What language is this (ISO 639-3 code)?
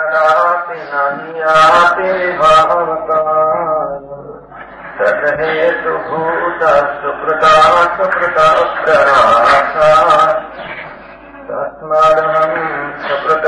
guj